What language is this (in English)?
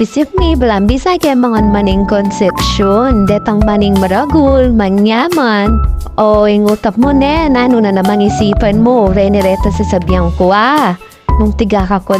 Pampanga